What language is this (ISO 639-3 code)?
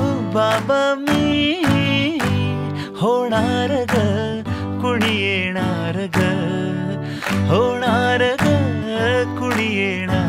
mar